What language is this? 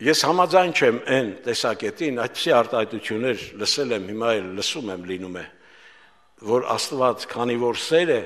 Armenian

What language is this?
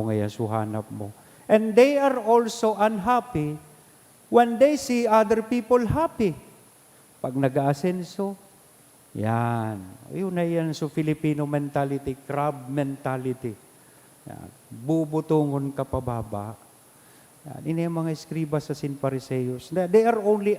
Bikol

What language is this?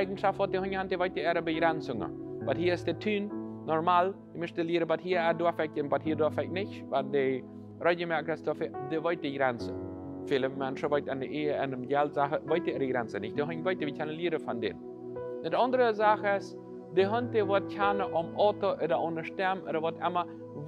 Plautdietsch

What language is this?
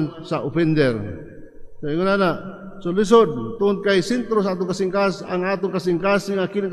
Cebuano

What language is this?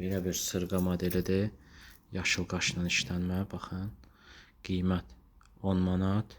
Azerbaijani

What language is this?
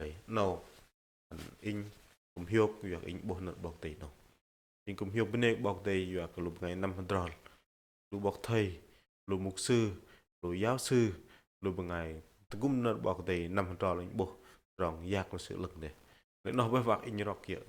Bahnar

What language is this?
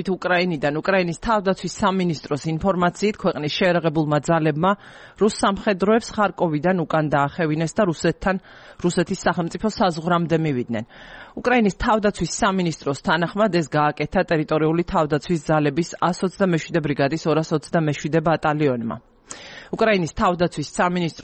Georgian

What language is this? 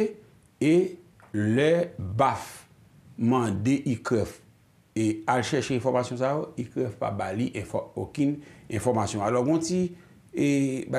Haitian Creole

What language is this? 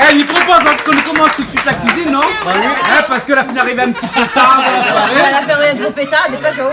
Réunion Creole French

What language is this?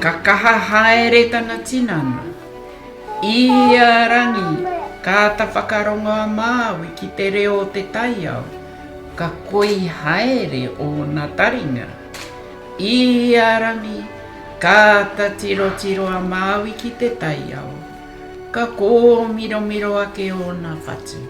Māori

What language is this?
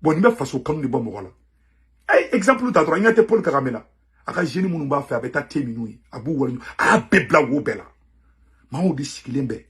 Bambara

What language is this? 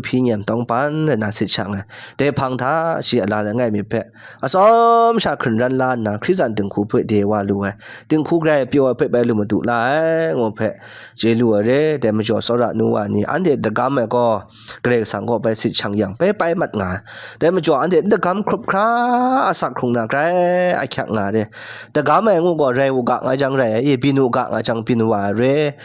Kachin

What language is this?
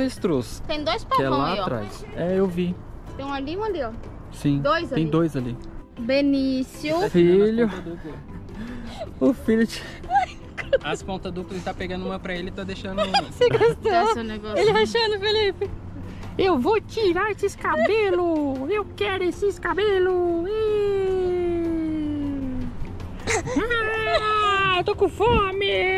Portuguese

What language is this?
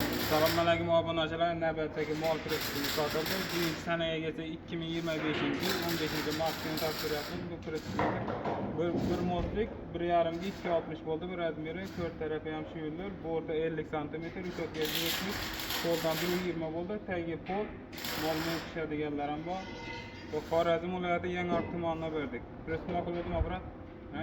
Uzbek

